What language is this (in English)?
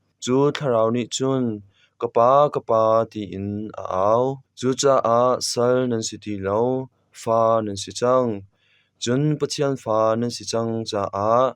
Hakha Chin